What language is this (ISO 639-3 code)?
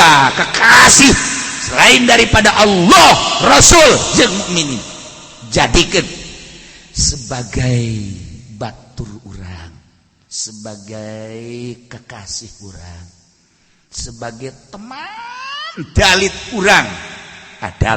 sun